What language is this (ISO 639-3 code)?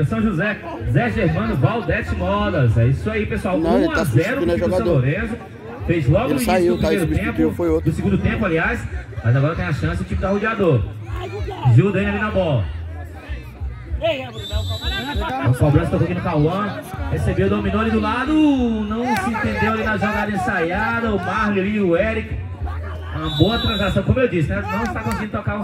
por